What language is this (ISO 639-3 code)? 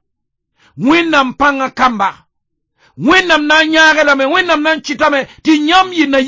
mos